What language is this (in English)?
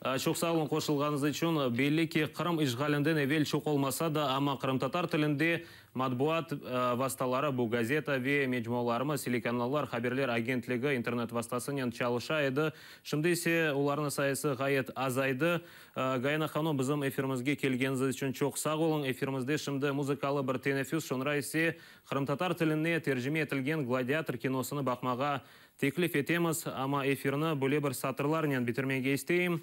Crimean Tatar